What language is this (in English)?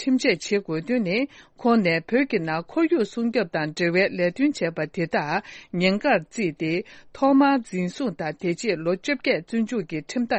Tibetan